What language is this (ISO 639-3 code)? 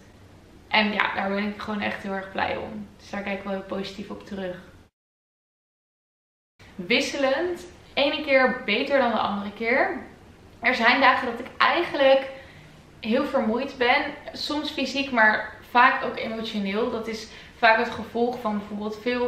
nld